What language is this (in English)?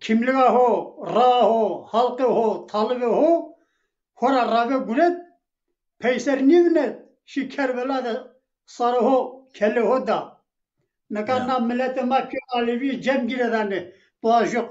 Zaza